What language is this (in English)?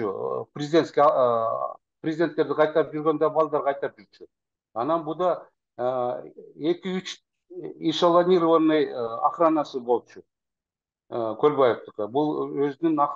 Kyrgyz